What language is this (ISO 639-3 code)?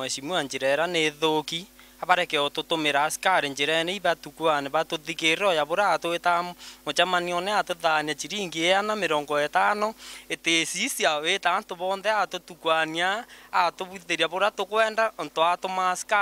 mer